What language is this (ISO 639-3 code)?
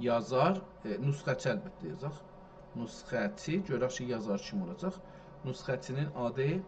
azb